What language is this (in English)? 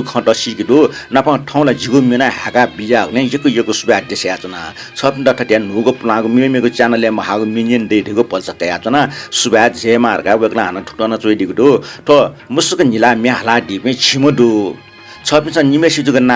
Newari